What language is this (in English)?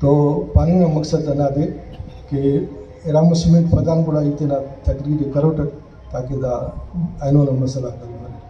Brahui